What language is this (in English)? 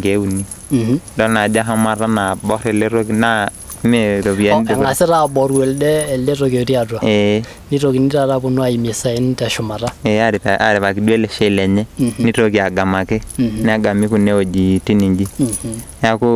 Masai